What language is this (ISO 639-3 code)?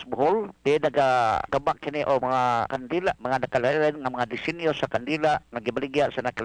ceb